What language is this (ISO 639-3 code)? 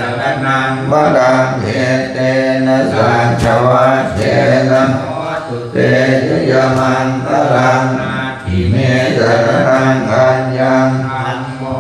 pli